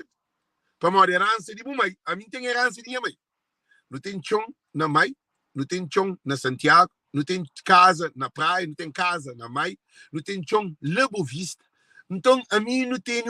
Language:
Kabuverdianu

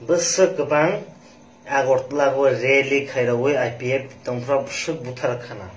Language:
Kok Borok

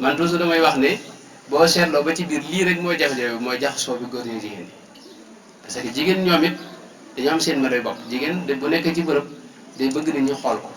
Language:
Wolof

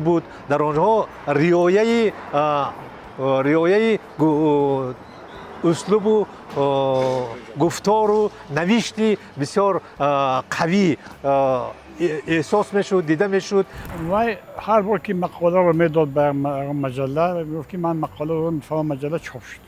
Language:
Tajik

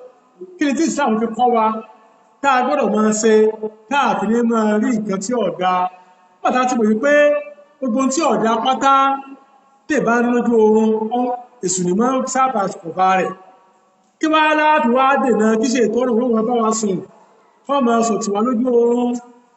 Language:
Yoruba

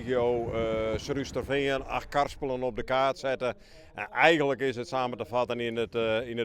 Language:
Western Frisian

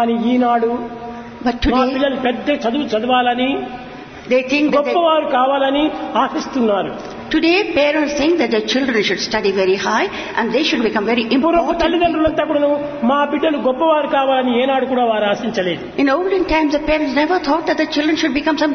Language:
Telugu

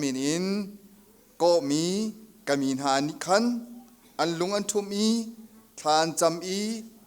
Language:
Hakha Chin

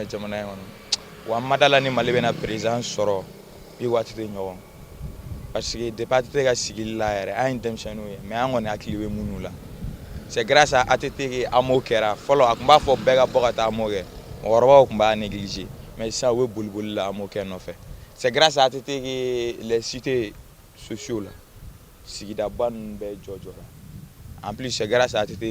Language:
Bambara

